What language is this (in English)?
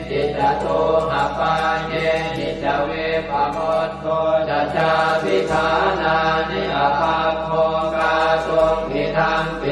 Pali